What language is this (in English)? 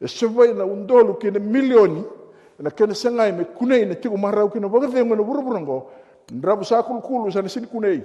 Fijian